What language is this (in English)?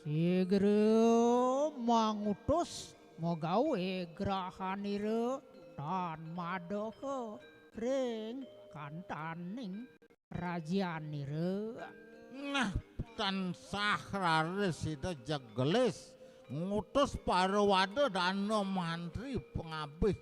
Balinese